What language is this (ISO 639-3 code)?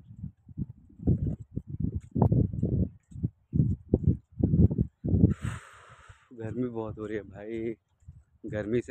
hin